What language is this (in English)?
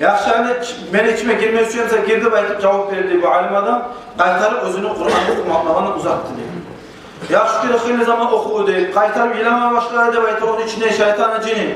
Kumyk